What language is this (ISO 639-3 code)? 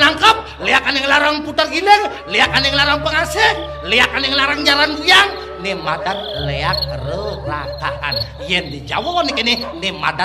ban